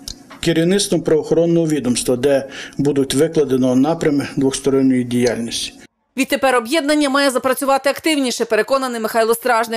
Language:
Ukrainian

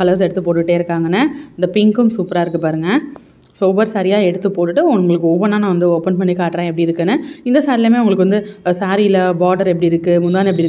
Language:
Tamil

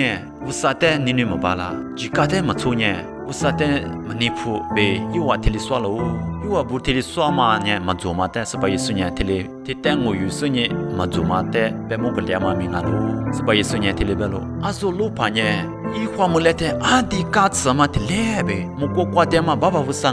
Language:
Lisu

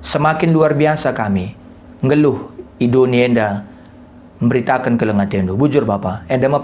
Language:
Batak Karo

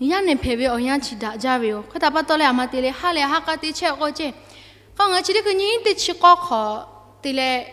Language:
Lahu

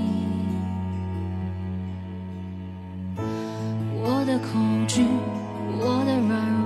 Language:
Chinese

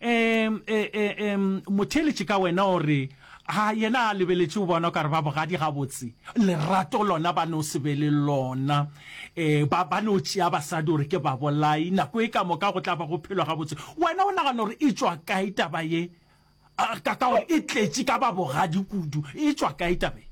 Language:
Northern Sotho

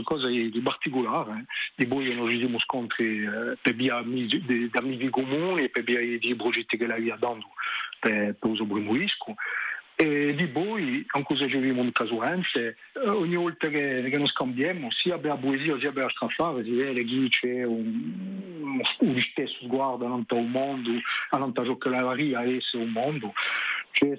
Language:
Corsican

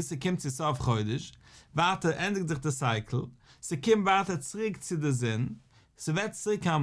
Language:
Yiddish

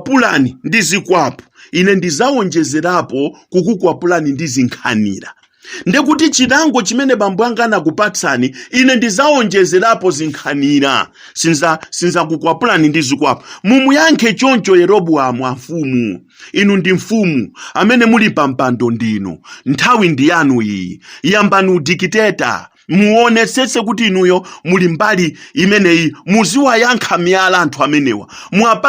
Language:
Nyanja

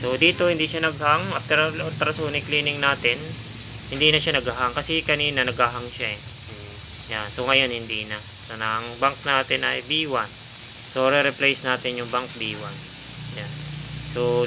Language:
Filipino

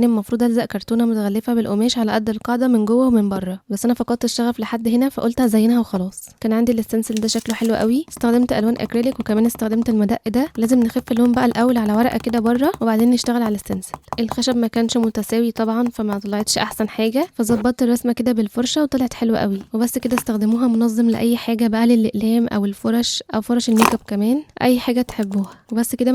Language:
Egyptian Arabic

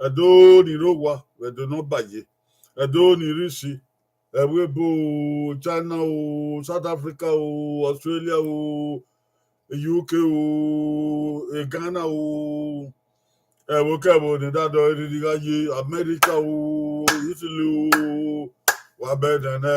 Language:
Bini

